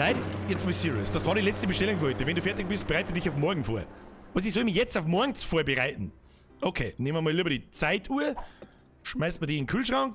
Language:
Bavarian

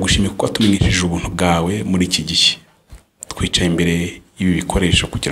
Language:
Kinyarwanda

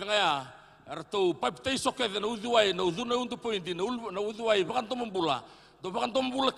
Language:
Fijian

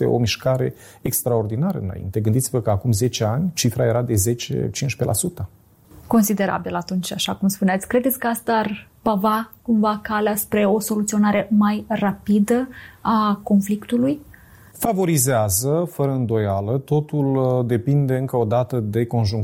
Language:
Romanian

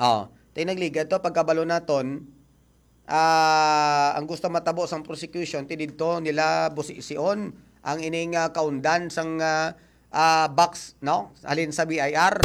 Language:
Hiligaynon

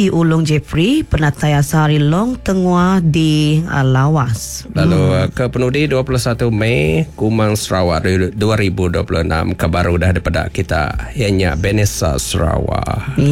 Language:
Iban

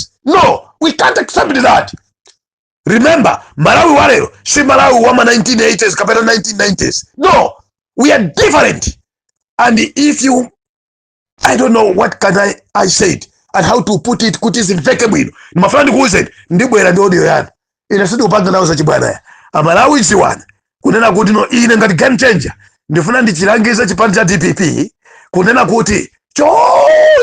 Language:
Nyanja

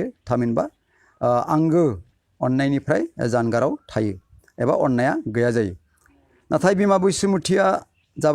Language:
Bodo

